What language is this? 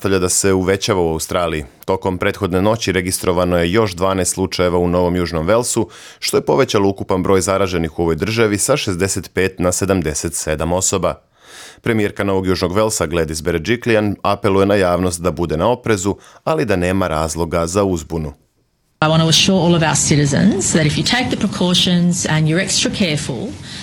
Serbian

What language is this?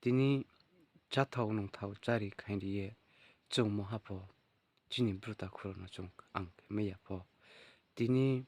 Riang (India)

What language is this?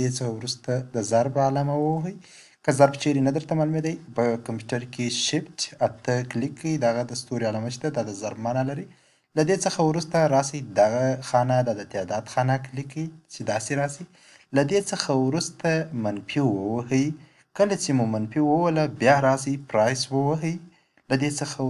Pashto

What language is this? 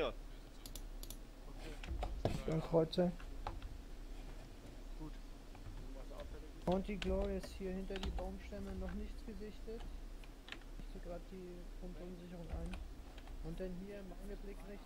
German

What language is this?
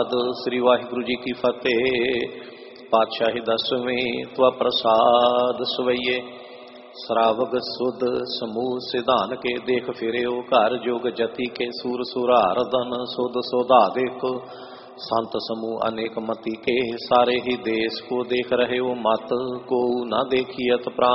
Punjabi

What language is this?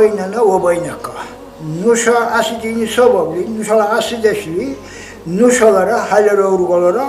Dargwa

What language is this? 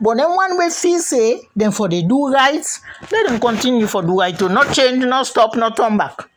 Krio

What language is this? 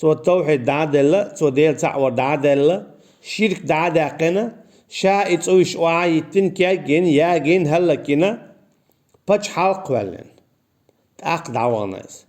Chechen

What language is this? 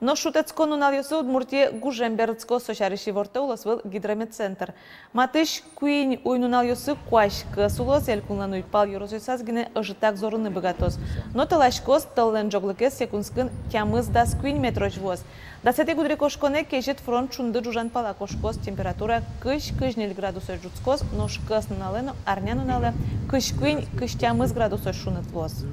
Udmurt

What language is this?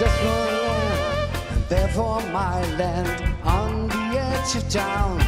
Western Frisian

